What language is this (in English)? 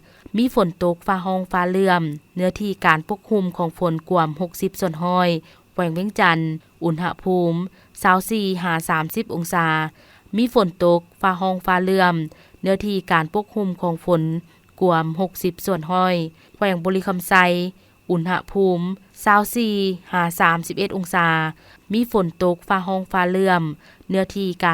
Lao